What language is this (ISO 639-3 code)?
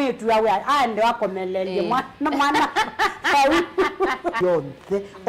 kam